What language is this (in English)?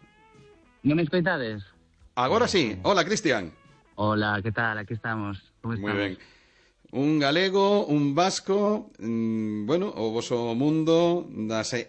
Galician